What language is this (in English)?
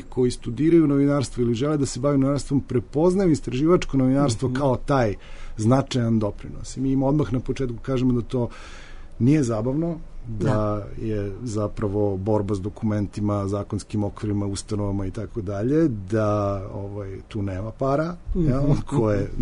Serbian